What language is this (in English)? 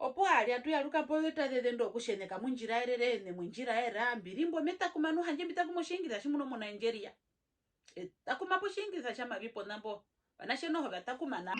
Herero